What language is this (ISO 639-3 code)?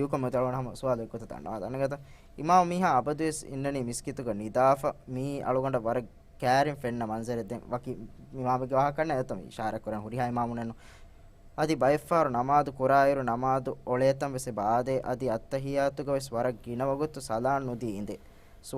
div